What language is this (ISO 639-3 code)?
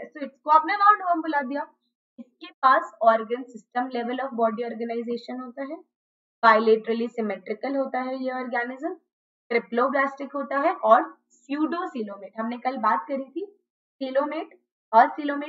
hin